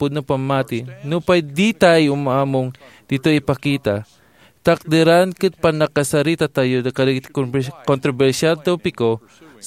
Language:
Iloko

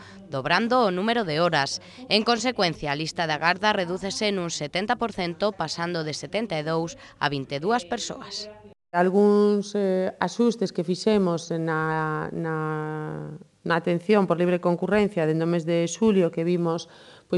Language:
Galician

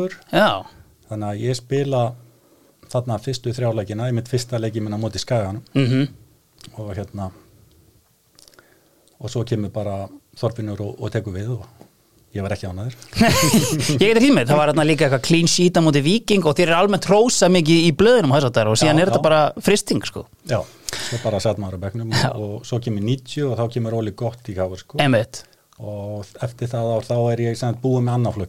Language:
Icelandic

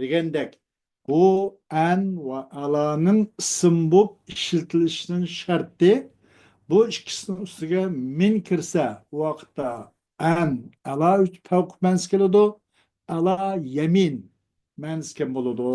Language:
Uyghur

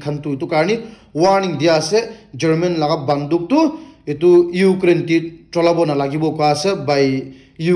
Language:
Naga Pidgin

